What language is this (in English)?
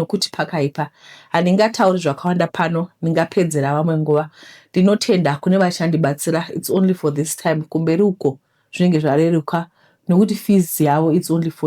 Shona